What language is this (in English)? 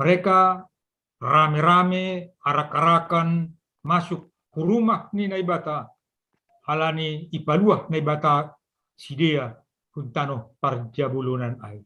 Batak Simalungun